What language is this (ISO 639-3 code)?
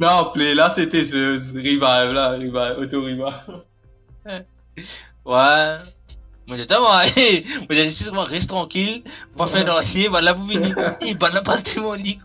mfe